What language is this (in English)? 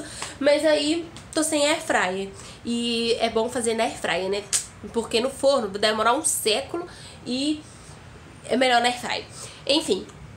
Portuguese